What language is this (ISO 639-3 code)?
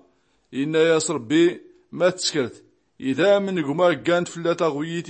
shi